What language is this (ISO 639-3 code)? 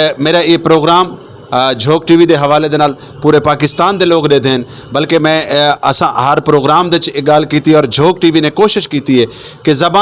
skr